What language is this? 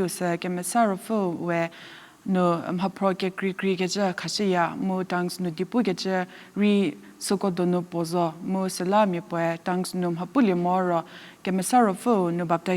Angami Naga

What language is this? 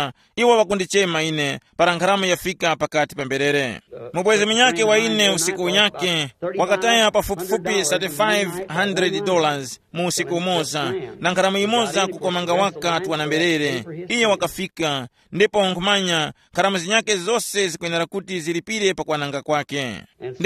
Tumbuka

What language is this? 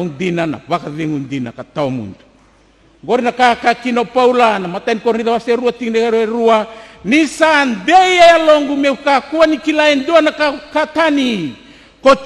Fijian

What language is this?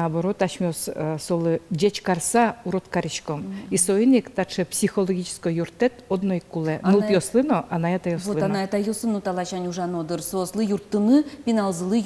Udmurt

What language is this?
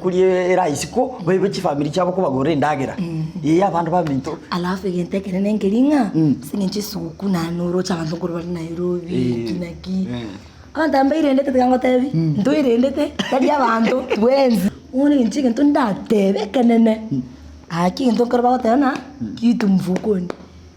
Gusii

